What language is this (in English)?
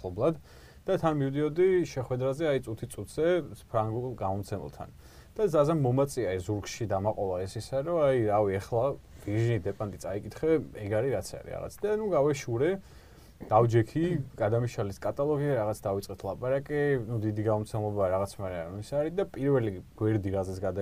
Georgian